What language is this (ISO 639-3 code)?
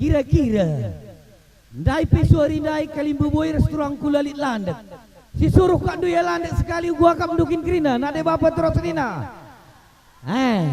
btx